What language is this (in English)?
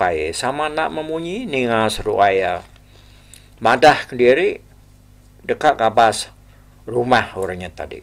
Iban